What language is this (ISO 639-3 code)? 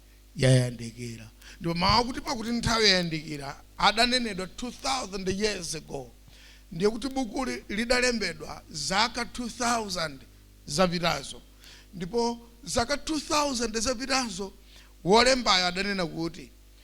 nya